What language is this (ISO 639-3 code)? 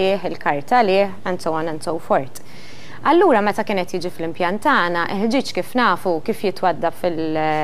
mlt